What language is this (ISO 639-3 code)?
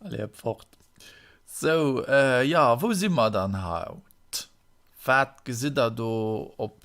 ltz